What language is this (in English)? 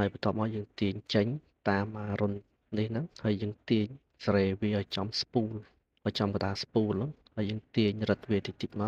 Khmer